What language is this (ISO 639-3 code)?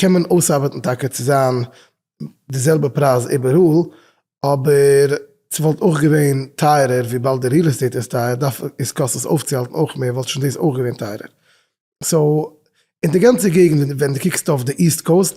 yid